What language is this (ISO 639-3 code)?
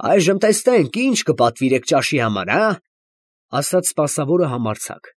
hye